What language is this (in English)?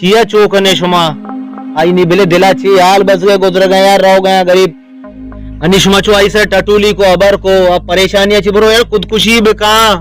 Baluchi